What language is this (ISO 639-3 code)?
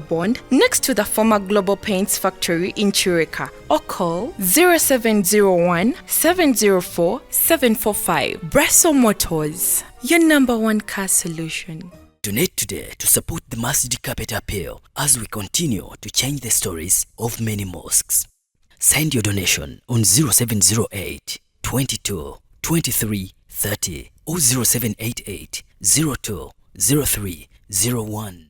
lug